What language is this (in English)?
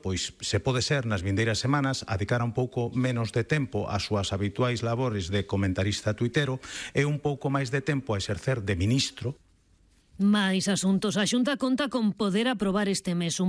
Galician